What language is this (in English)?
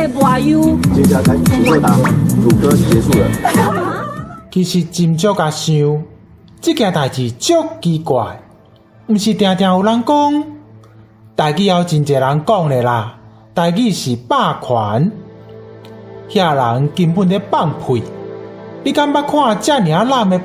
Min Nan Chinese